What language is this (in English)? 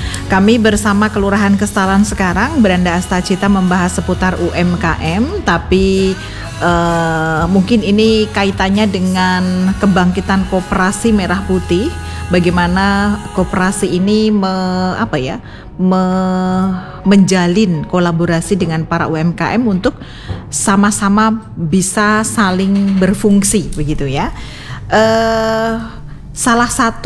Indonesian